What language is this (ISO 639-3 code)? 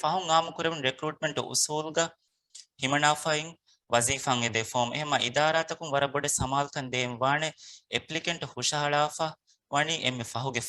div